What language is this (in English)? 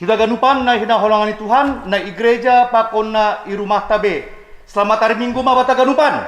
Batak Simalungun